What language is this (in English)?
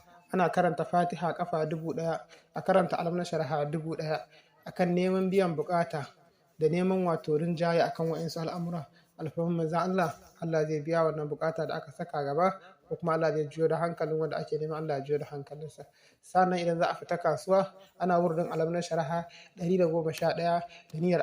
Hausa